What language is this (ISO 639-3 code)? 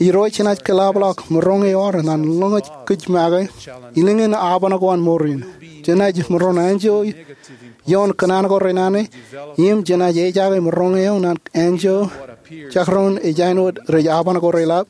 mah